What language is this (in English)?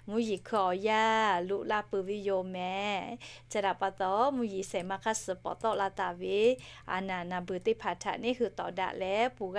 Lahu